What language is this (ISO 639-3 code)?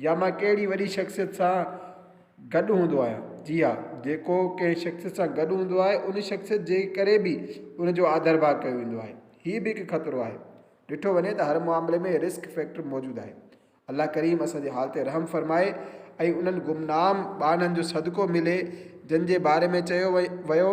snd